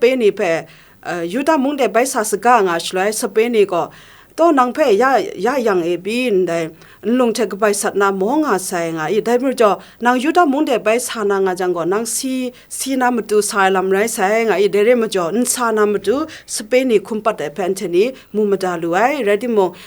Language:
Kachin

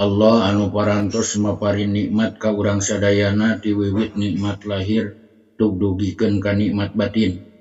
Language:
Sundanese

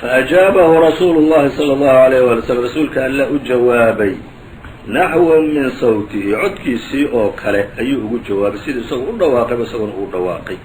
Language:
Somali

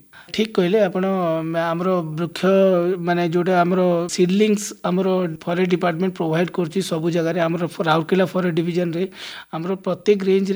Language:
Odia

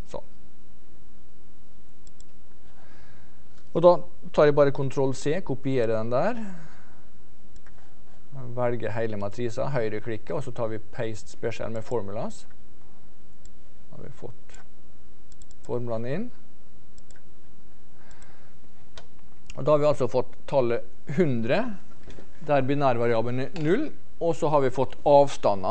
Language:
Norwegian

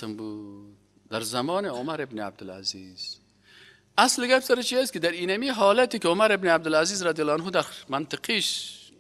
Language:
Persian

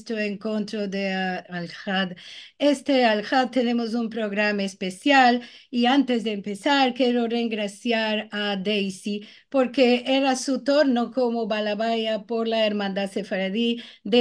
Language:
Ladino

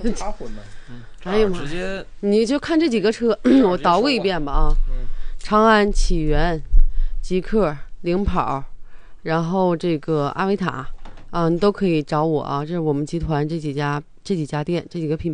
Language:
Chinese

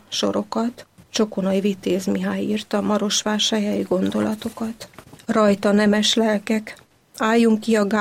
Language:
Hungarian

